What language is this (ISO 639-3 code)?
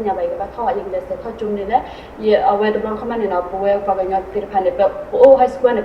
ksw